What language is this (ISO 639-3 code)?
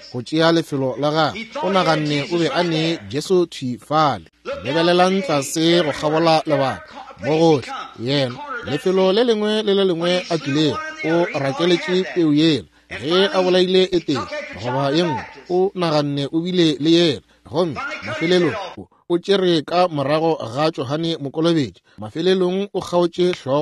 nso